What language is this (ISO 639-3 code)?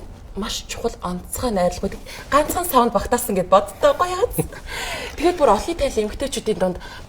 mon